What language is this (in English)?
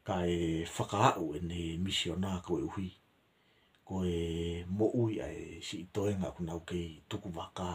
Tongan